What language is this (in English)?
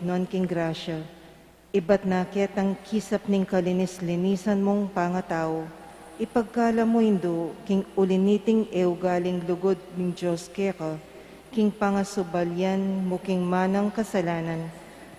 Pampanga